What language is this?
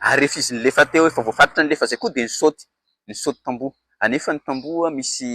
Malagasy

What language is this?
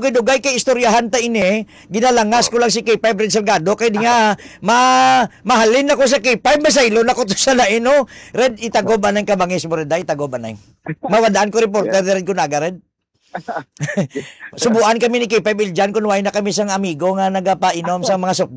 Hiligaynon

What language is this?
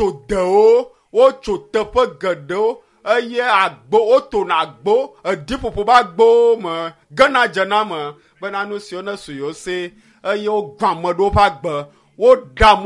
Ewe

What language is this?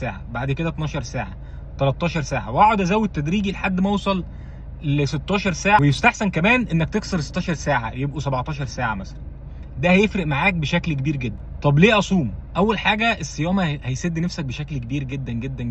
Egyptian Arabic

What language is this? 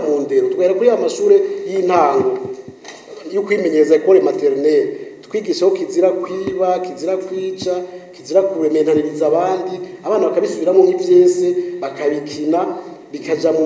Rundi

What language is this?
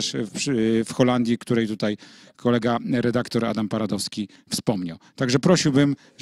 Polish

